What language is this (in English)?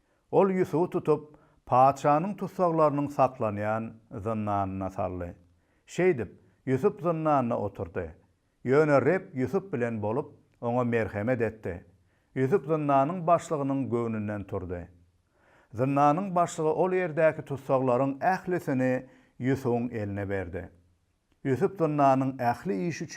Turkmen